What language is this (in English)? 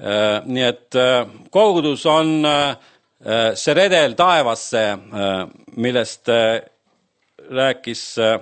Estonian